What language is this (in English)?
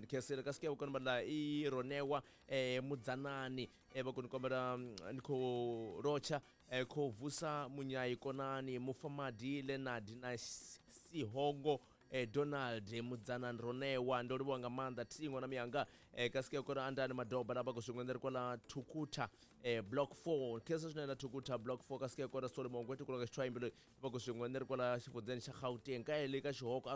Tsonga